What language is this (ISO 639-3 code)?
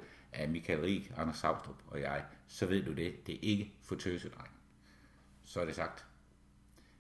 dan